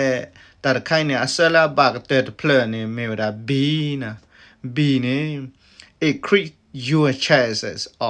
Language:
S'gaw Karen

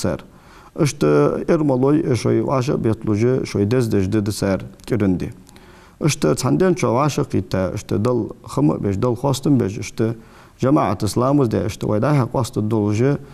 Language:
Ingush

